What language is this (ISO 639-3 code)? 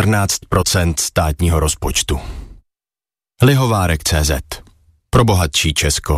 ces